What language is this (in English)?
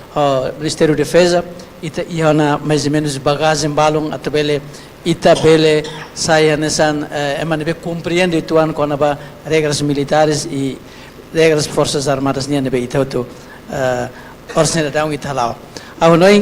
Tetum